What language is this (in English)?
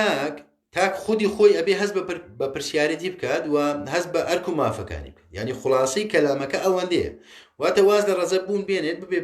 Central Kurdish